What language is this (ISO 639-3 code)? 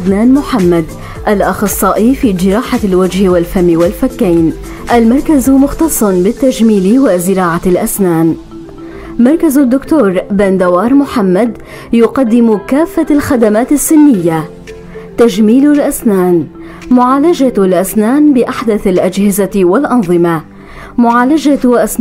apc